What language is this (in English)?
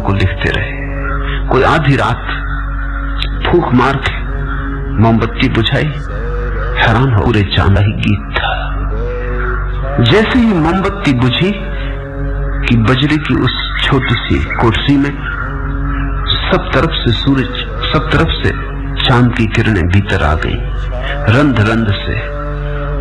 Hindi